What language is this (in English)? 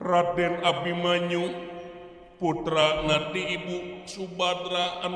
Sundanese